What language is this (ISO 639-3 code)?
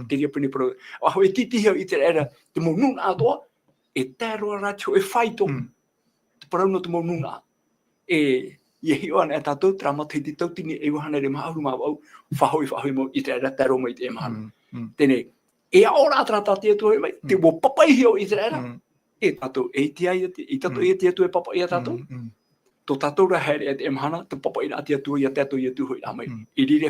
tah